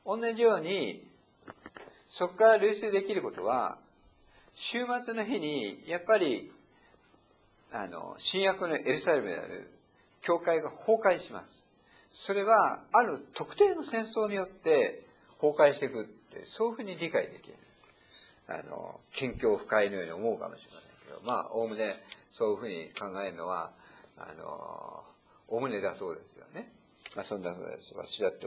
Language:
Japanese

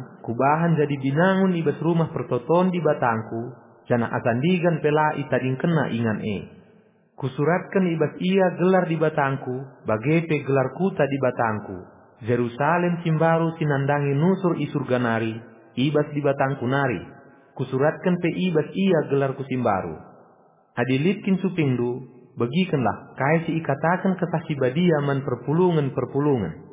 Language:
Batak Karo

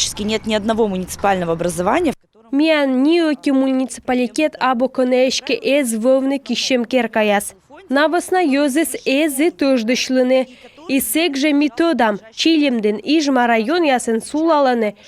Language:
Komi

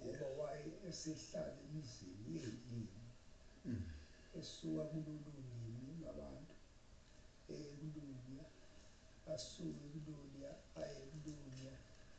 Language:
Zulu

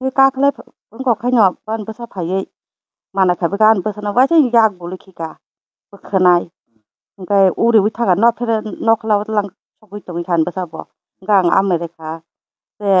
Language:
Kok Borok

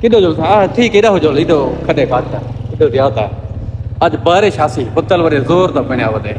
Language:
Saraiki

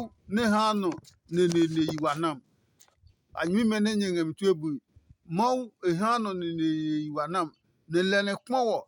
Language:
Adangme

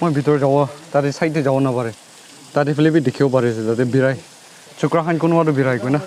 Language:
Naga Pidgin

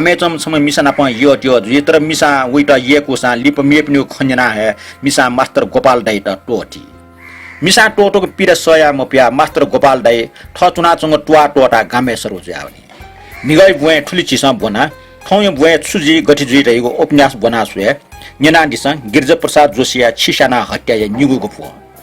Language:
Newari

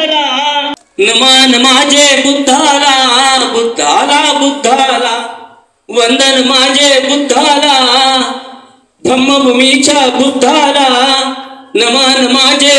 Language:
Marathi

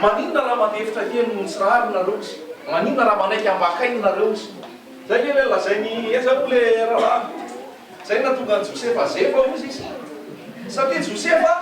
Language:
Malagasy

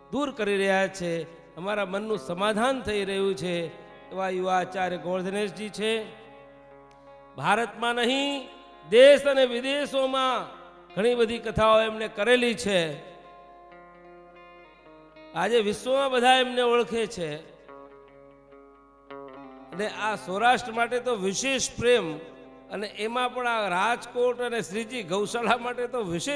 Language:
Gujarati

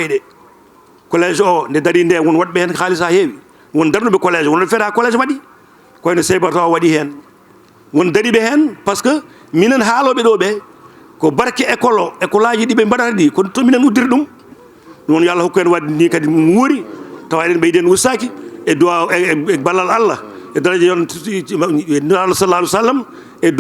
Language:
Fula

